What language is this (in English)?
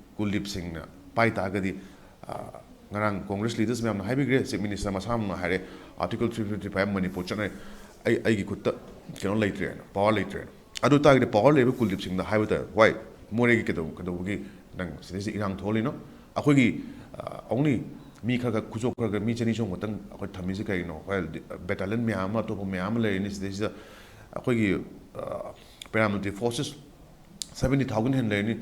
Manipuri